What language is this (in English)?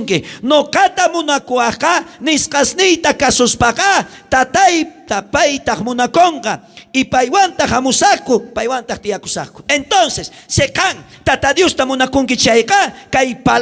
South Bolivian Quechua